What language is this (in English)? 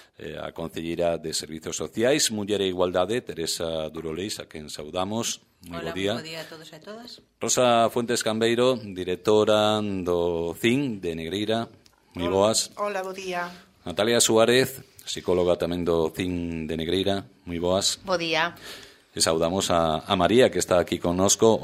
Galician